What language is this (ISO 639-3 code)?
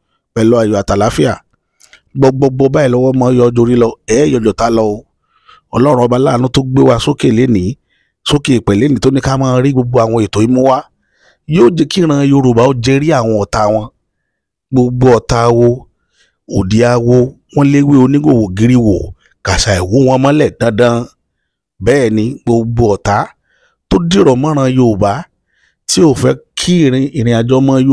yor